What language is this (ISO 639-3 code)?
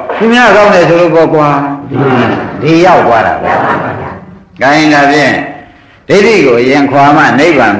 mya